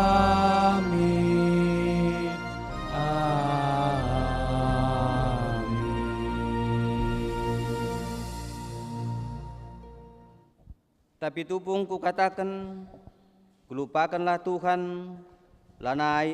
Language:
Batak Karo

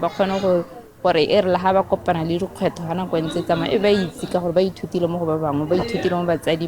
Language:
Tswana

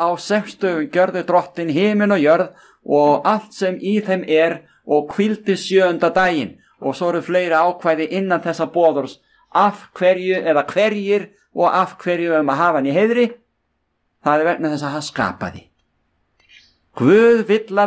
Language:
Icelandic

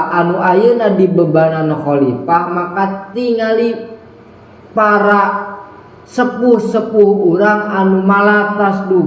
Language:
Sundanese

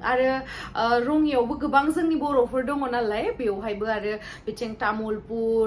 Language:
Bodo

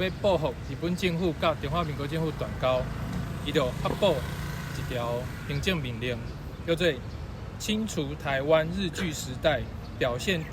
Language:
Min Nan Chinese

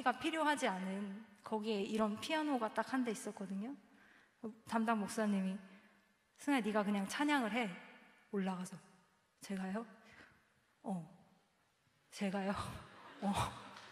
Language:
Korean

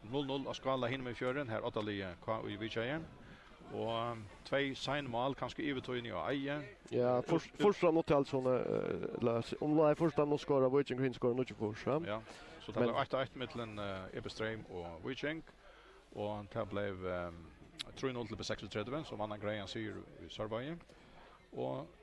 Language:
Faroese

